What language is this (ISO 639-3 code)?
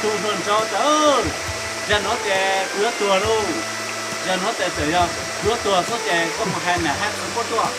hmn